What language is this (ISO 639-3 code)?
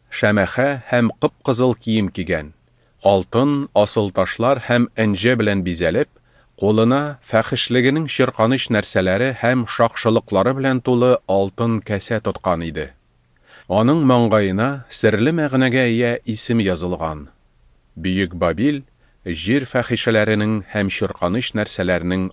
tat